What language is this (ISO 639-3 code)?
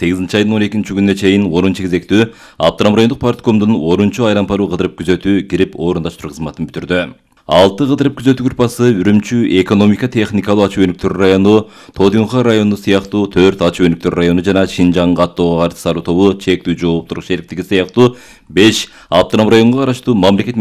kir